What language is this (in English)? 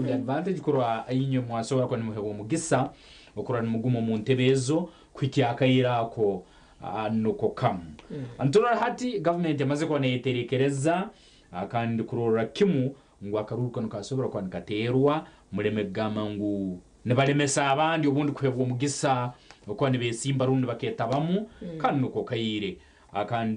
Nyankole